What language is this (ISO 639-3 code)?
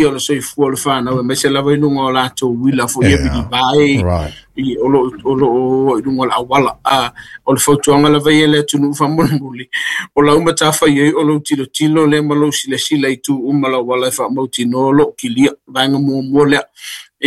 smo